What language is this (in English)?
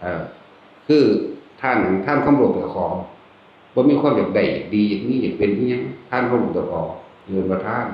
Northeastern Thai